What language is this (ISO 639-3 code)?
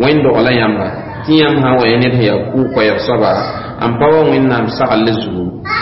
mos